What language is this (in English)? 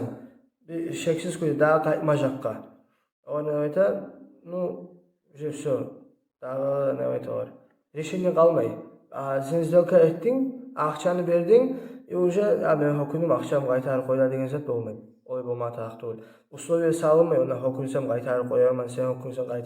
Kumyk